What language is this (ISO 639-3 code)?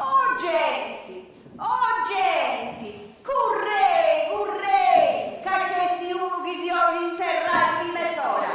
srd